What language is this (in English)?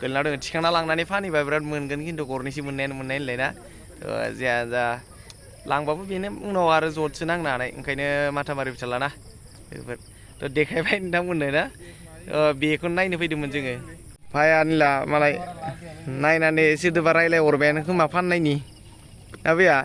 Bodo